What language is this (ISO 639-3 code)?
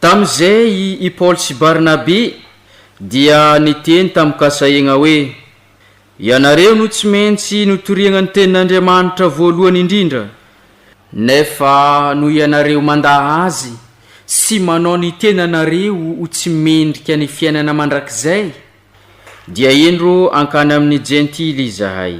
mlg